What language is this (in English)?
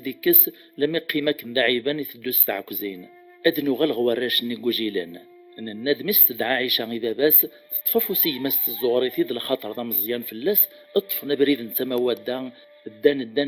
Kabyle